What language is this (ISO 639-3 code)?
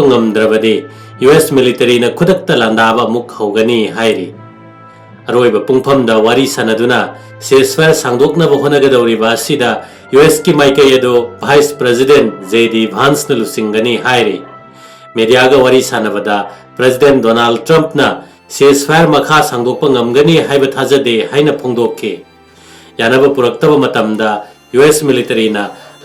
mni